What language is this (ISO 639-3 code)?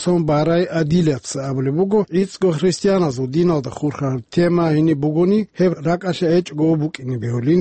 ava